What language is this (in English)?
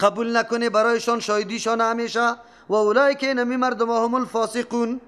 Persian